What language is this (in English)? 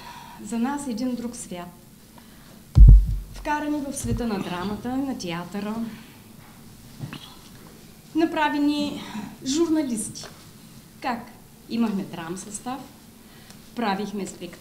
Bulgarian